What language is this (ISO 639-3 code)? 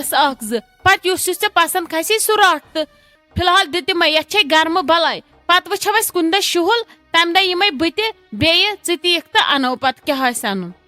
kas